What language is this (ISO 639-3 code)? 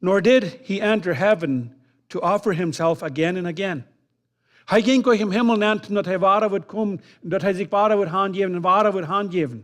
pdt